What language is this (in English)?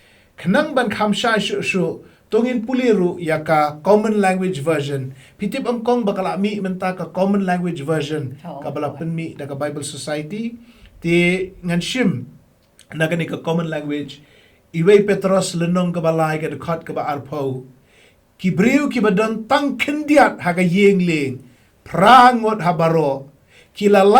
Khasi